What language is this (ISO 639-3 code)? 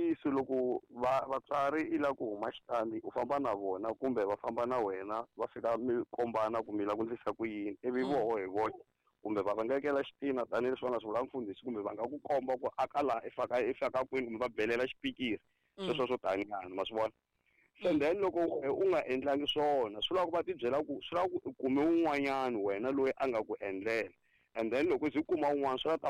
tso